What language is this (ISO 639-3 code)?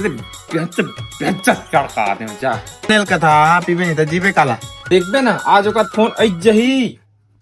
hne